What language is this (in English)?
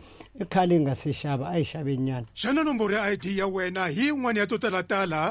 Tsonga